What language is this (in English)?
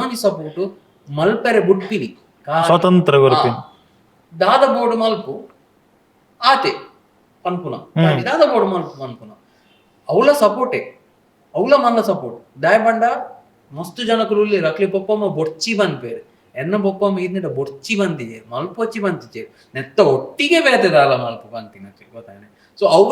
Tulu